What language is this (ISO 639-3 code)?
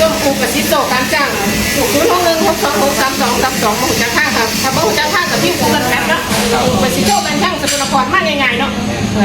tts